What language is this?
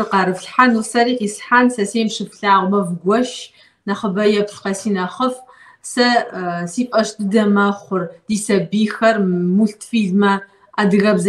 Kabardian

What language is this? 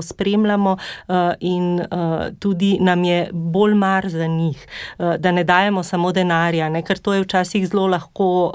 Slovenian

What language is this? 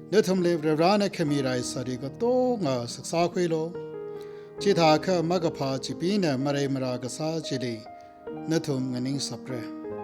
Tangkhul Naga (India)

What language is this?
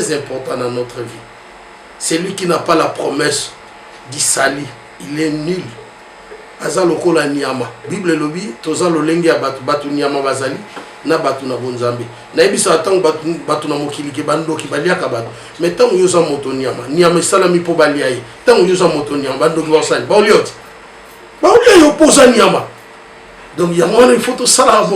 Lingala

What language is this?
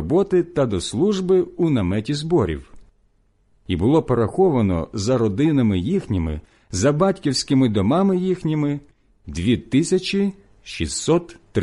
Ukrainian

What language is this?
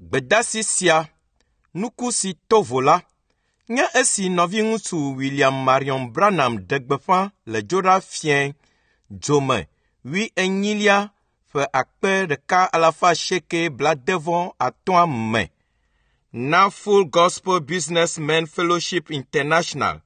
Ewe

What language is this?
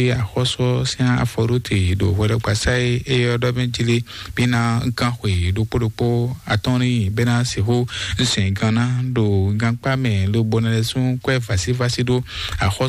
Fon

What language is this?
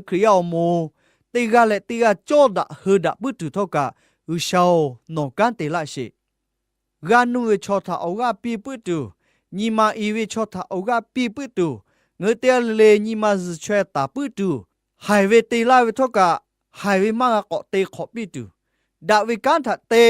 Lahu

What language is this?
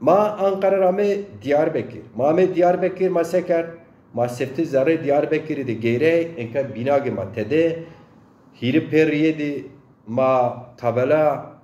Zaza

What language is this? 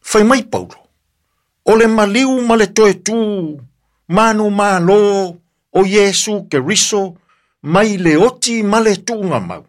Samoan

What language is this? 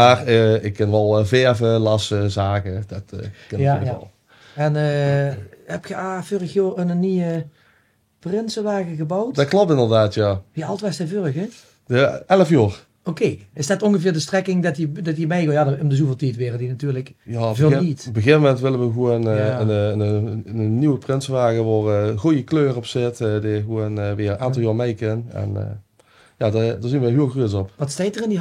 Limburgish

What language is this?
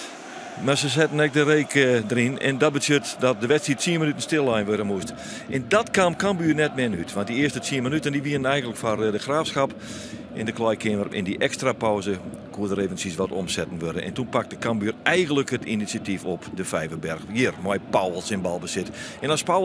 Western Frisian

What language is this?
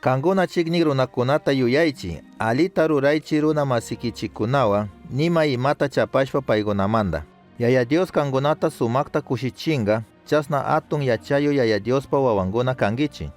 Chimborazo Highland Quichua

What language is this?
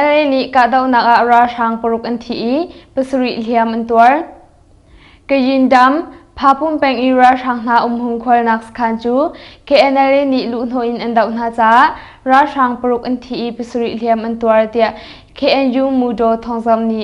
Hakha Chin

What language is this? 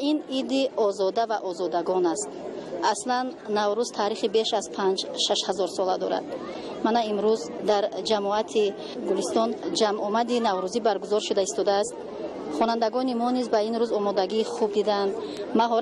Tajik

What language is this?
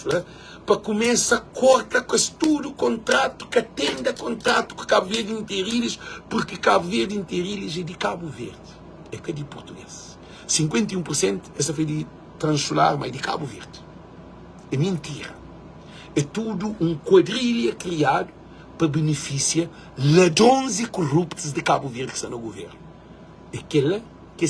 Kabuverdianu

